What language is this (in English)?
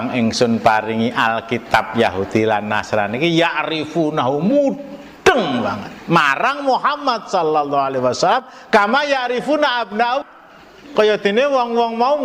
Javanese